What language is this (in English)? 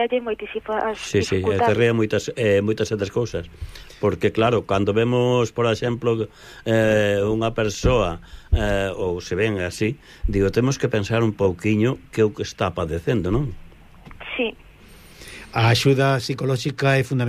Galician